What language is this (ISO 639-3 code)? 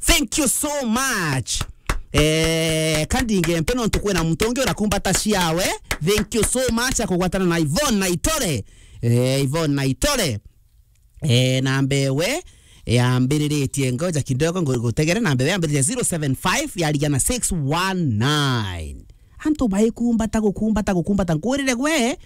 mer